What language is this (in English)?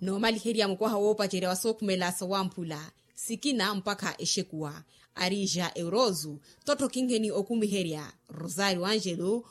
Makhuwa